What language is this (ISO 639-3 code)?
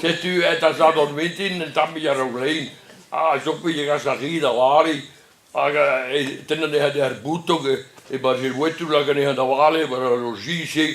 bre